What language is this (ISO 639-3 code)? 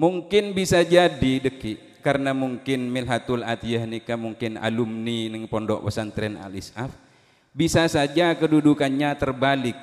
mad